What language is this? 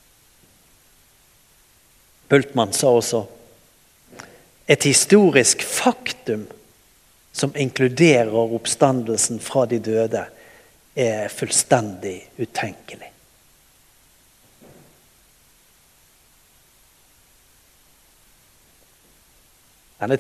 Norwegian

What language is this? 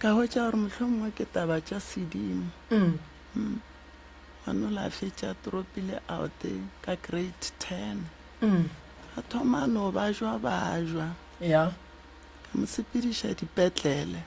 Northern Sotho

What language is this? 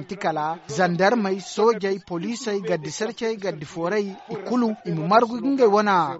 Zarma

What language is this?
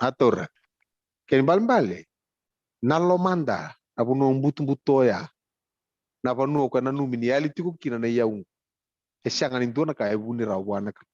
Fijian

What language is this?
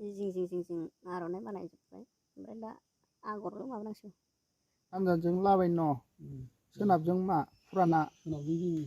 Bodo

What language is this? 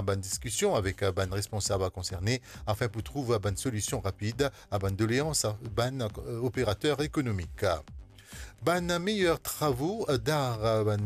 Morisyen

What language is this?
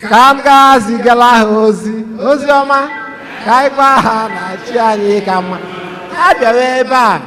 Igbo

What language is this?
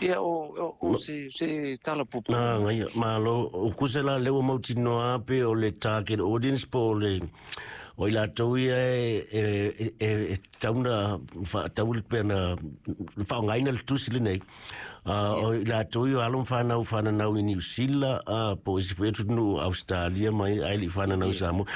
Samoan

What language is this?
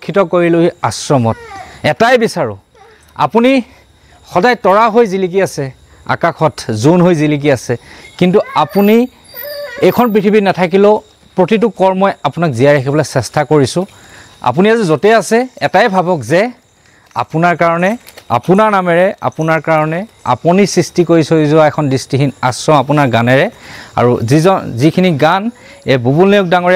Assamese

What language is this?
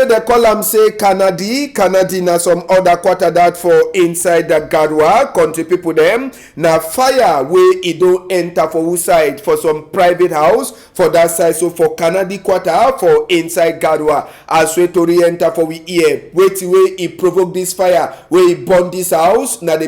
Cameroon Pidgin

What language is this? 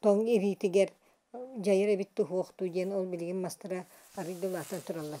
Yakut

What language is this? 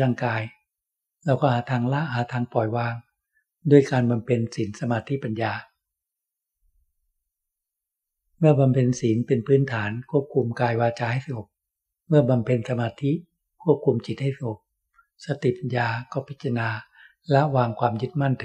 Thai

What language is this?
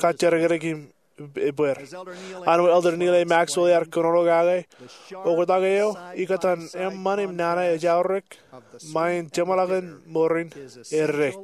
Marshallese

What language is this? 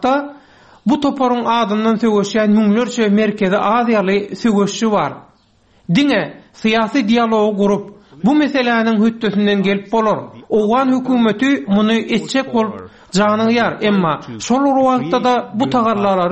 Turkmen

